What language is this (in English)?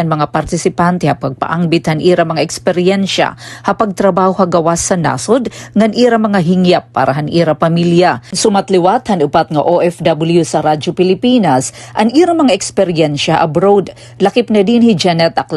Waray